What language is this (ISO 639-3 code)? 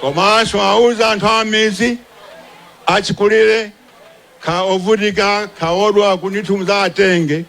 nya